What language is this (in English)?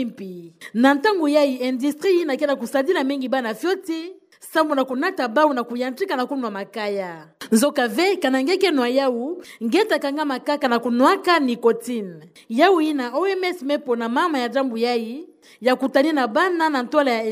Kituba (Democratic Republic of Congo)